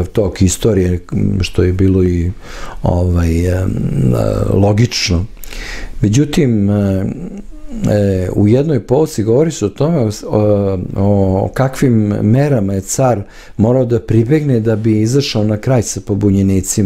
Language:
Serbian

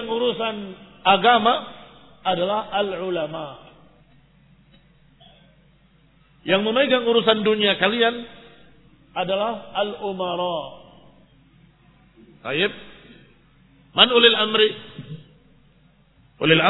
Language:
Indonesian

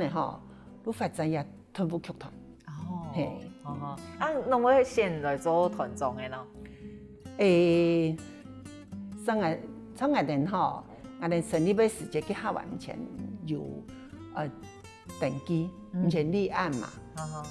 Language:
Hakka Chinese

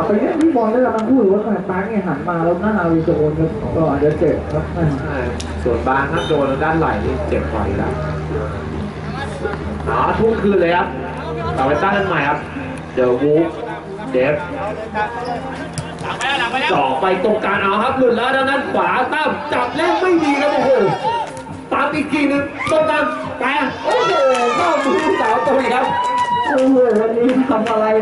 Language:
Thai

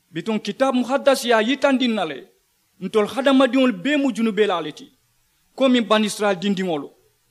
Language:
Mandingo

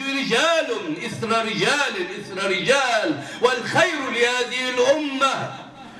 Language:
Arabic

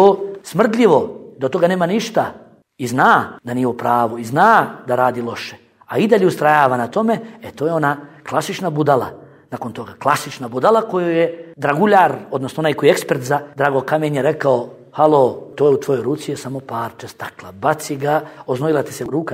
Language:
Bosnian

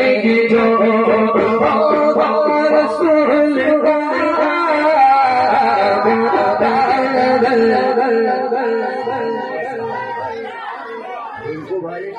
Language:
Urdu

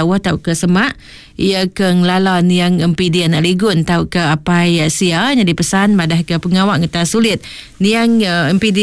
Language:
Iban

